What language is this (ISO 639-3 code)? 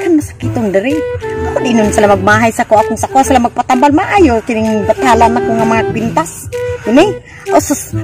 ceb